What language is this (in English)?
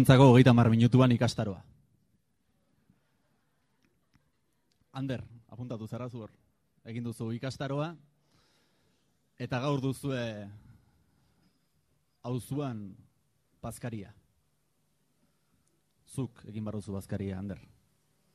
Basque